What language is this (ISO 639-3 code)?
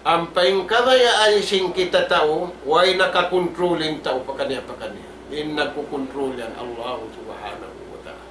tsg